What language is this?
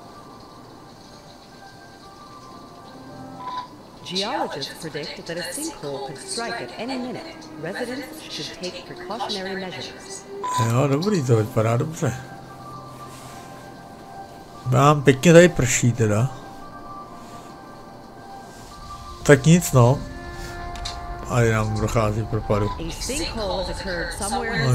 Czech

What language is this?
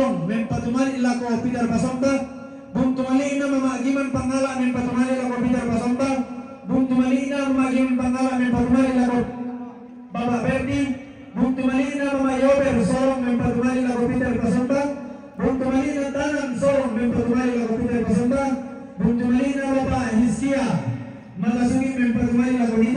Toraja-Sa'dan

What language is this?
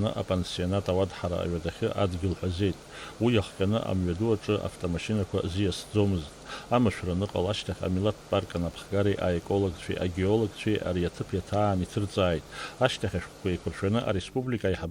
Abkhazian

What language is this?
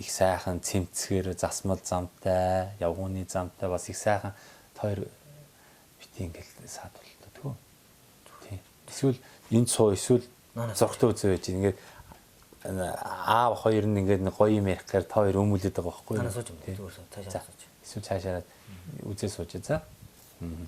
Mongolian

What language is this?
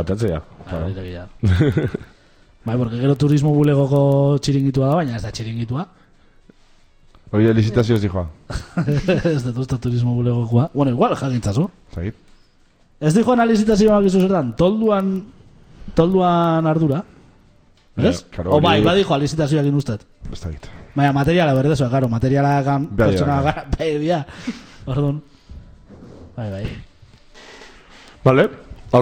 Basque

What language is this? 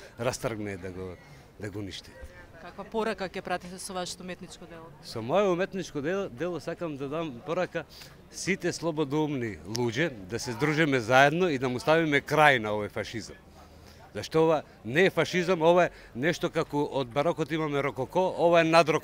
Macedonian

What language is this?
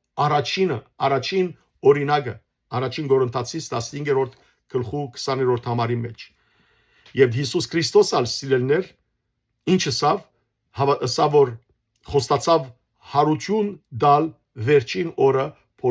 Western Armenian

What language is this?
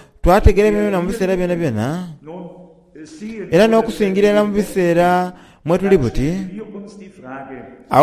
Soga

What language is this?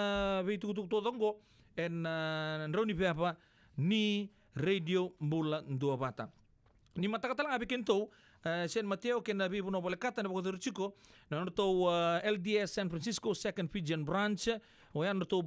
Fijian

